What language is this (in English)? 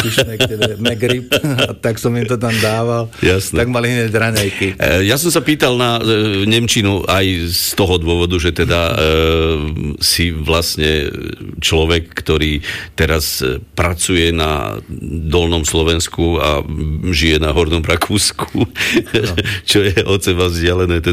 Slovak